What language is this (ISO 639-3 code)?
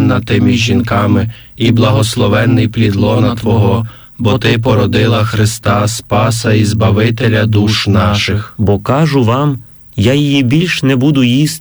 ukr